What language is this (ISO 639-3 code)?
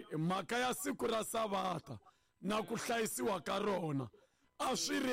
tso